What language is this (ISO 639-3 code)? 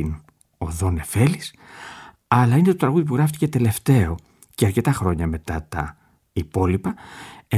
ell